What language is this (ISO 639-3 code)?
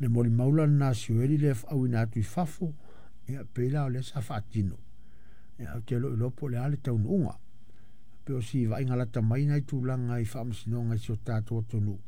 smo